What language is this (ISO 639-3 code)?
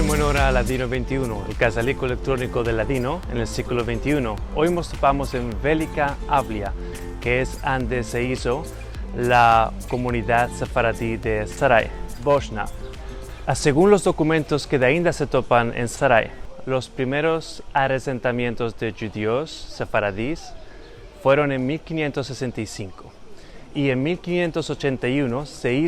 lad